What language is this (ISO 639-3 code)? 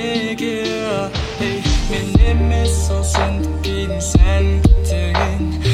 kaz